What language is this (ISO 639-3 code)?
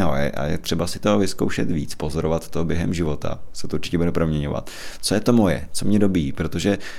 ces